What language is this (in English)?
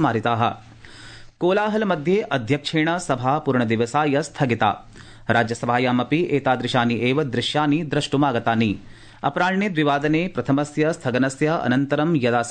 Sanskrit